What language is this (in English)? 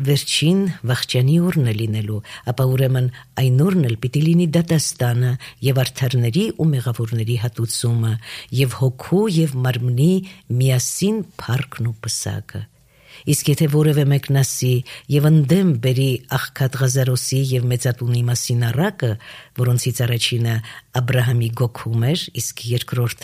Armenian